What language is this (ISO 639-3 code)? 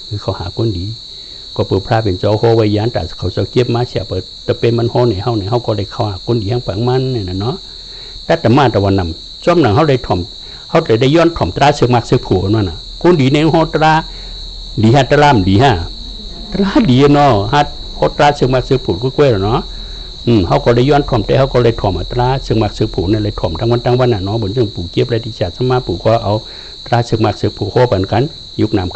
shn